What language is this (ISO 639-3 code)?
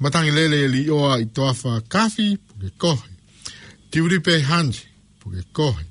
ton